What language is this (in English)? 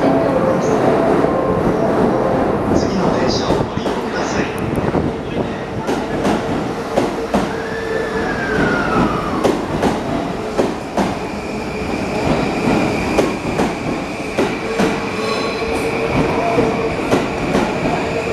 Japanese